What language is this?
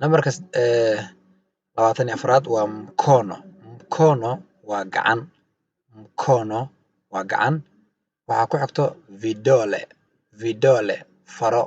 Somali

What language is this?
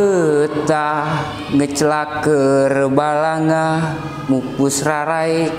Sundanese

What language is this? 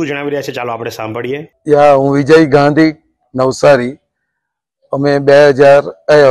Gujarati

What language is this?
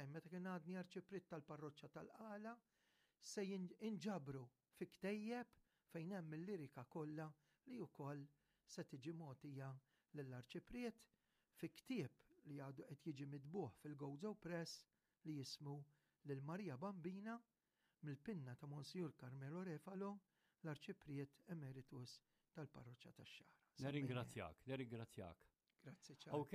Maltese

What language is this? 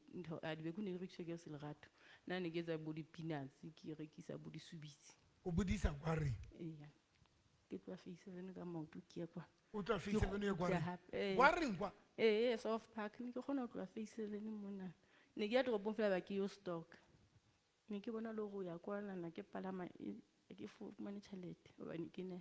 Southern Sotho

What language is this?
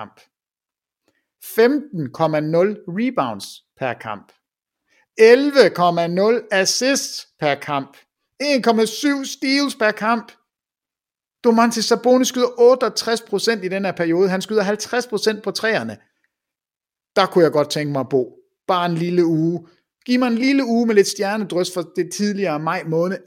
Danish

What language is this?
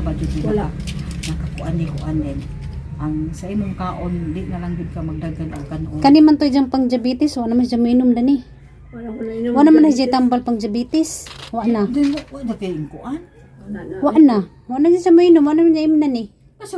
Cebuano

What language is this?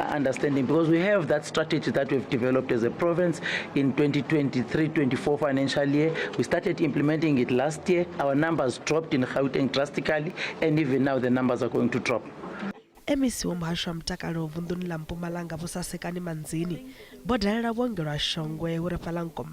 Venda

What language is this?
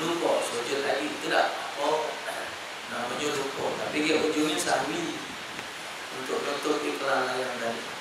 Musi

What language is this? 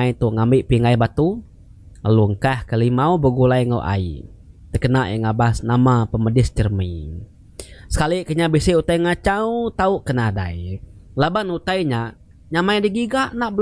Iban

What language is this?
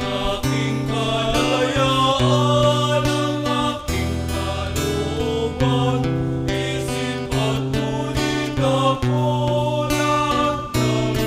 Bikol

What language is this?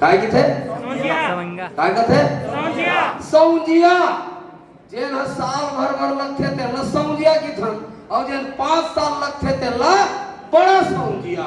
Chhattisgarhi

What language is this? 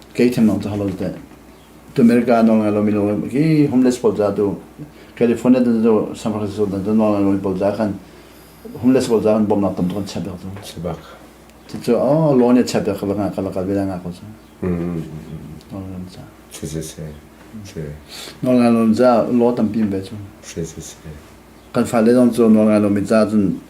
Hakha Chin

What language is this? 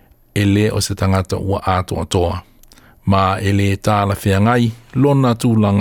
Samoan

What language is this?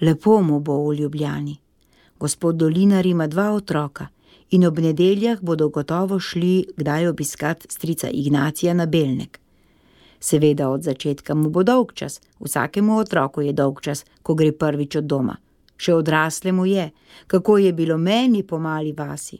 Slovenian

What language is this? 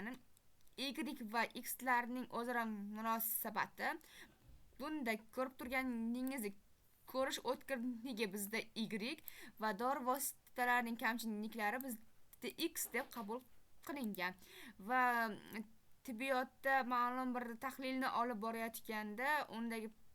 Uzbek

